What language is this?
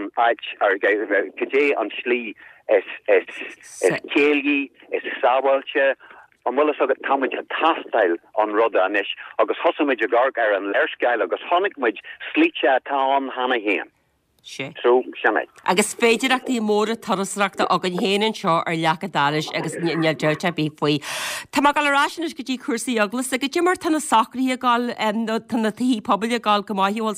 Irish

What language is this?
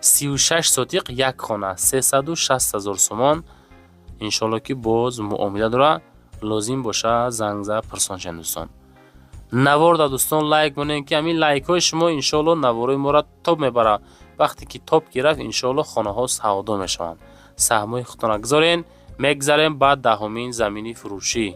Tajik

